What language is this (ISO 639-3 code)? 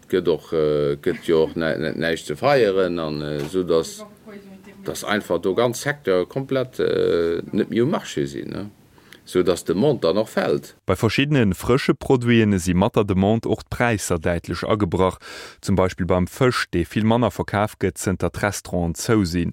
ltz